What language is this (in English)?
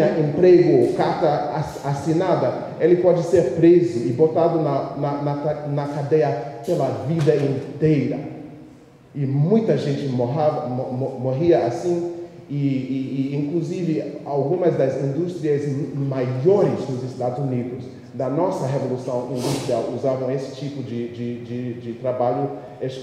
Portuguese